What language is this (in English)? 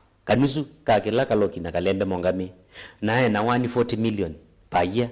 Kamba